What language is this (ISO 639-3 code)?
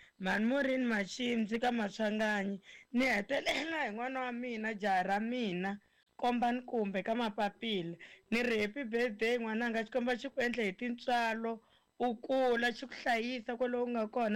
tso